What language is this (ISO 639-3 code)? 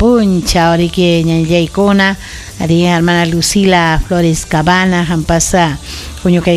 quy